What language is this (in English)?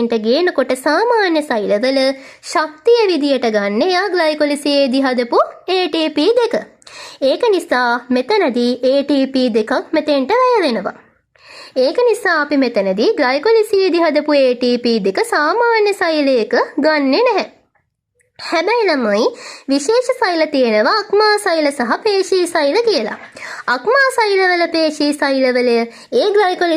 Sinhala